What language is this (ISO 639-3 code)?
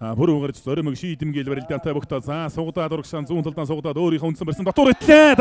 mon